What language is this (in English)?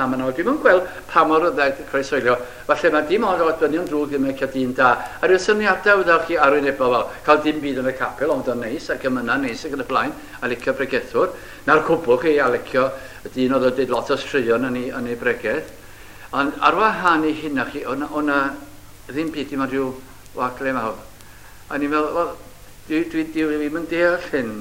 Welsh